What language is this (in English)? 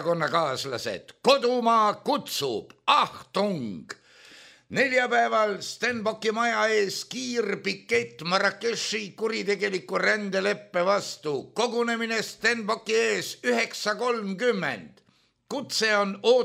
Estonian